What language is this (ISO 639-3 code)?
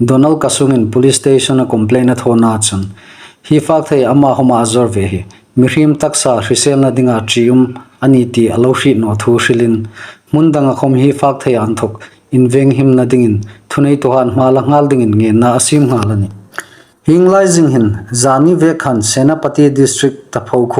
hmr